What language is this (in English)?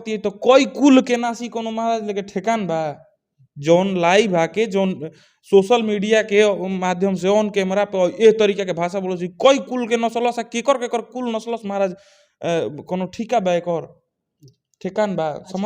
Bhojpuri